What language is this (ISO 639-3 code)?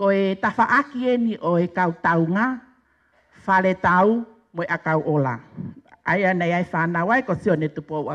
ton